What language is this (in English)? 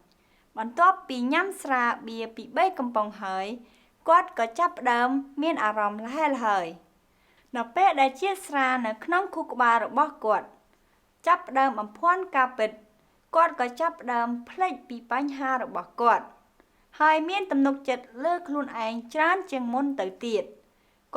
Khmer